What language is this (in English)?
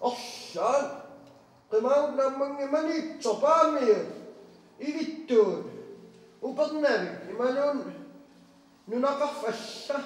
Kalaallisut